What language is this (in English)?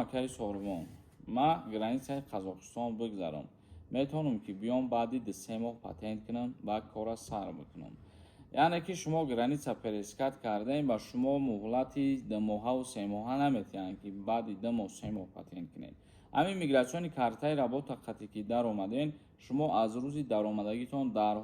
Tajik